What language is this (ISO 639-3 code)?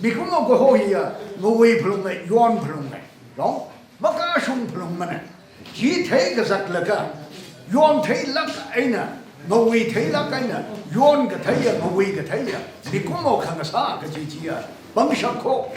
nmf